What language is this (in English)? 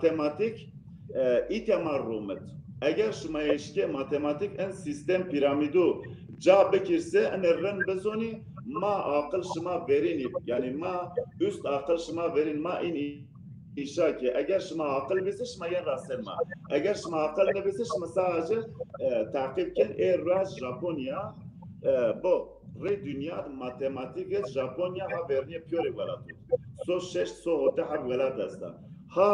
Zaza